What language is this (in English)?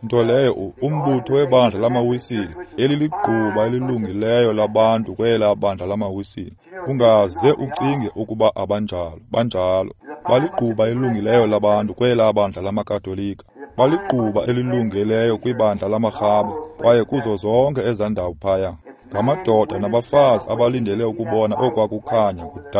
Xhosa